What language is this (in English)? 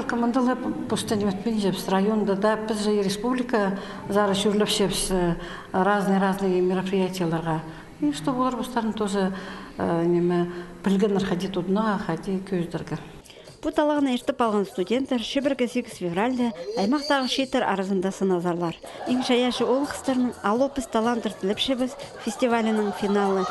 Khakas